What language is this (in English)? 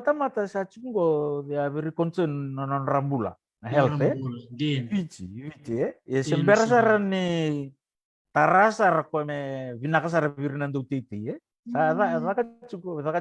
Fijian